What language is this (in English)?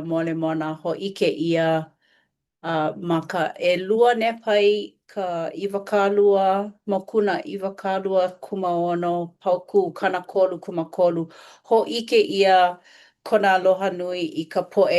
Hawaiian